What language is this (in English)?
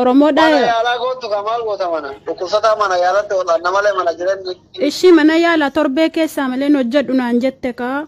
Oromo